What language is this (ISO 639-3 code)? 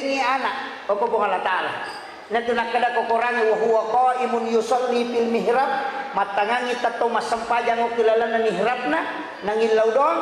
bug